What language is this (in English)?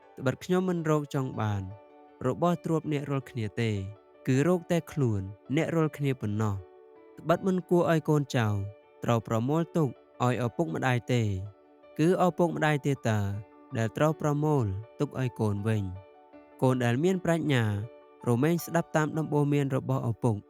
Khmer